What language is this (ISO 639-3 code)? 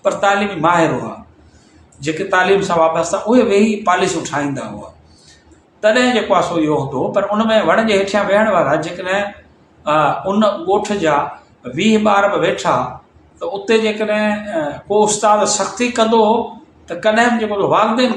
snd